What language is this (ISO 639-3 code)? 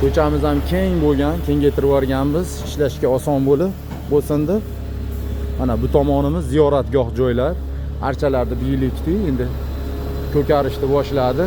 uzb